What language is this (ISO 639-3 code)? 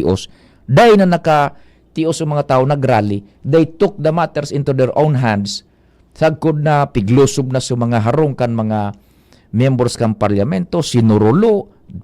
bik